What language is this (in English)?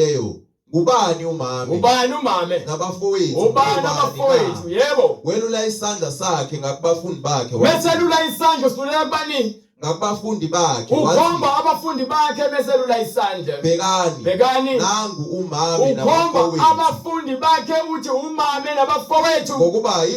Zulu